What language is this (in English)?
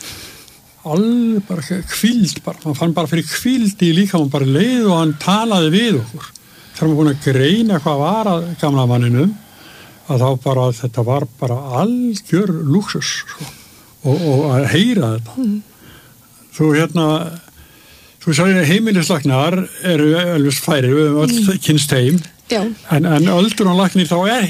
Icelandic